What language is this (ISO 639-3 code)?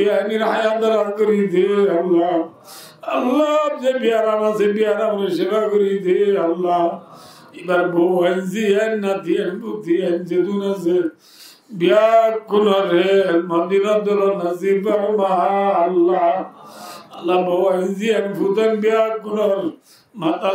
rhg